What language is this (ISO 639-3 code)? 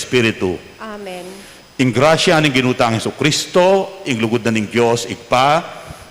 pam